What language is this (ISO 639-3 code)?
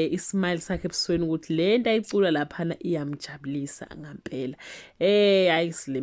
zul